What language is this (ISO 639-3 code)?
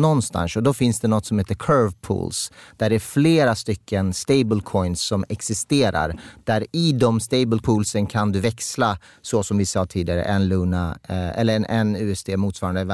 swe